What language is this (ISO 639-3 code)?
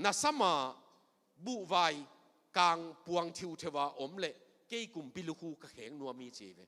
ctd